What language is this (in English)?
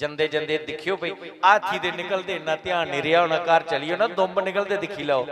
Dogri